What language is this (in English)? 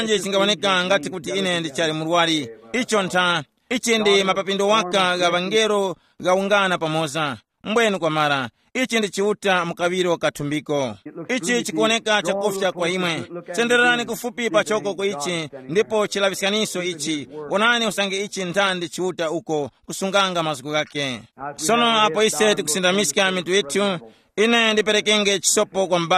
Tumbuka